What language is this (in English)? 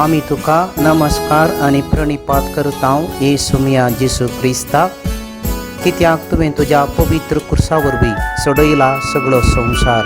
Konkani